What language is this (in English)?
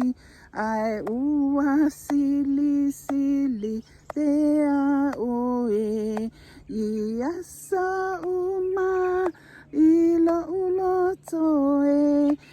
Samoan